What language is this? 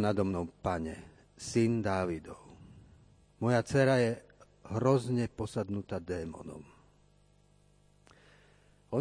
Slovak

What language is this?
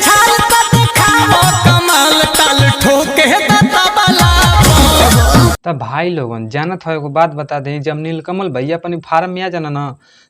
Bhojpuri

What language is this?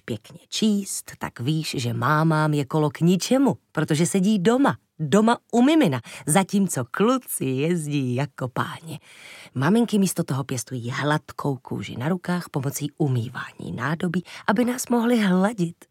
Czech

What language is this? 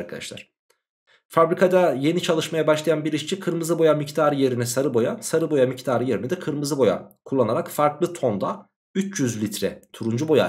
Turkish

